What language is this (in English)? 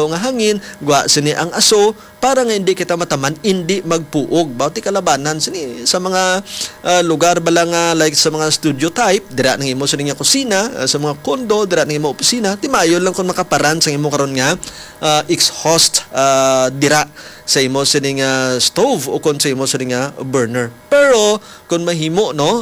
Hiligaynon